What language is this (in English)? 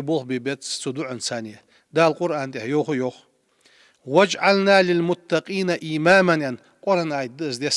Ingush